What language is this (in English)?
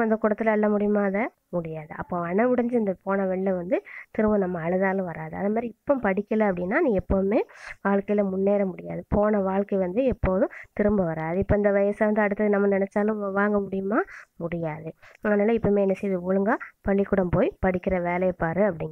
Tamil